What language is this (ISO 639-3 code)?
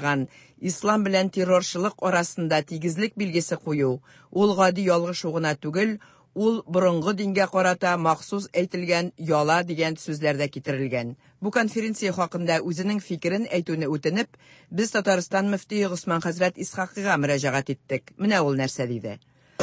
tat